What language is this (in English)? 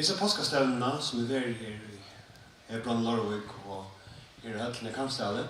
Faroese